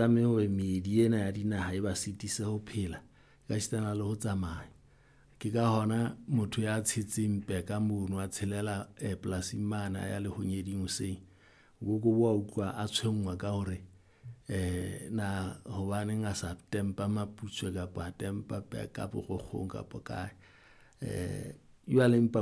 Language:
Southern Sotho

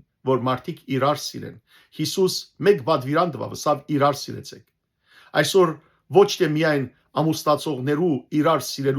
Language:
Western Armenian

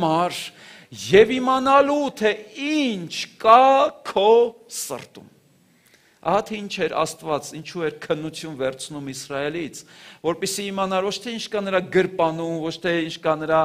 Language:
Armenian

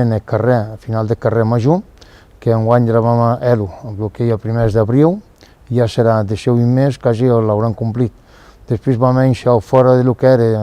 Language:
Occitan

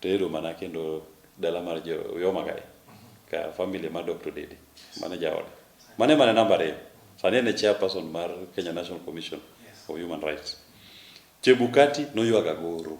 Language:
Luo (Kenya and Tanzania)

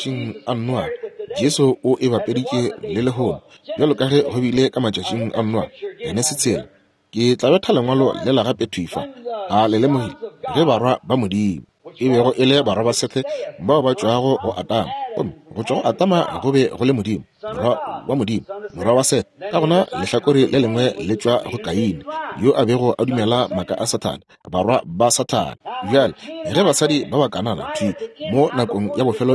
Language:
Northern Sotho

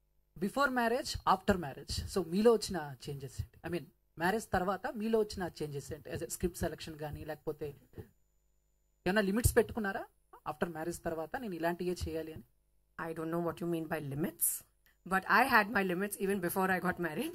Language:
Telugu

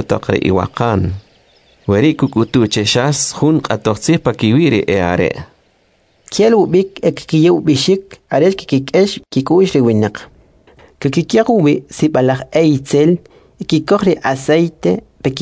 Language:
Kʼicheʼ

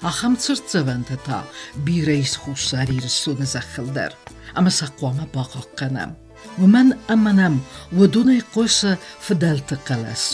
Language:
Ossetic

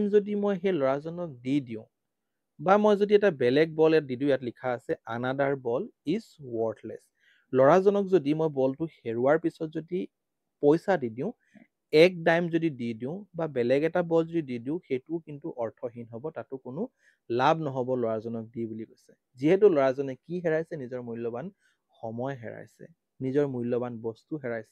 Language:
Assamese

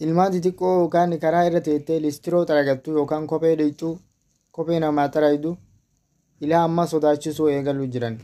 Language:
Oromo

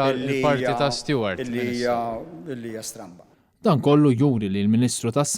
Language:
Maltese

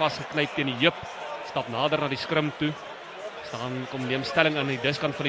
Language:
Afrikaans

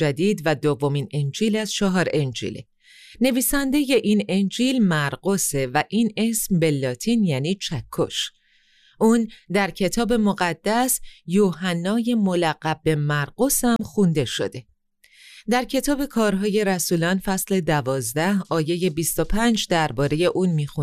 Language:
Persian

